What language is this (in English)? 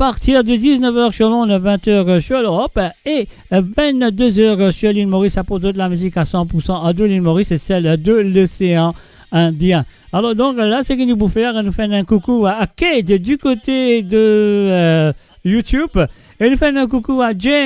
Morisyen